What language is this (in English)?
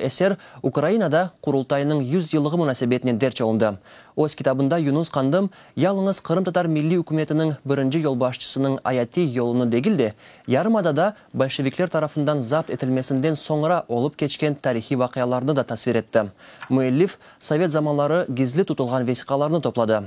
Crimean Tatar